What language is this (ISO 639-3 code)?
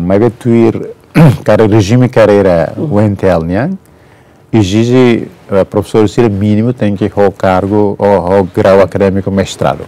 tet